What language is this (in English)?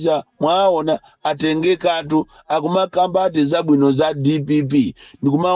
Nyanja